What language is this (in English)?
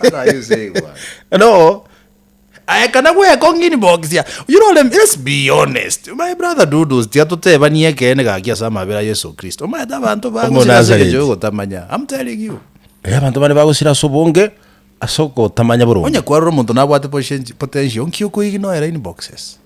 Gusii